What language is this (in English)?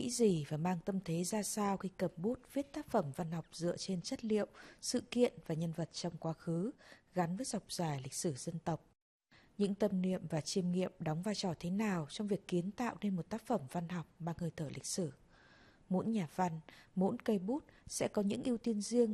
Vietnamese